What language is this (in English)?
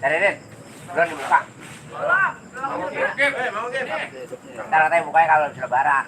Betawi